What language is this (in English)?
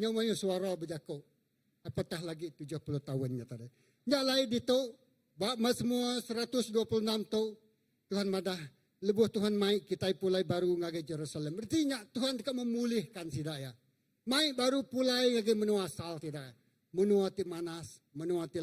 Iban